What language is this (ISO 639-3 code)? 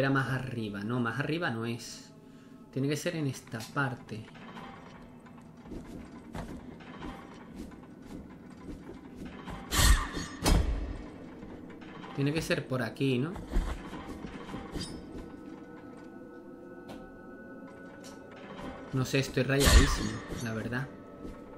spa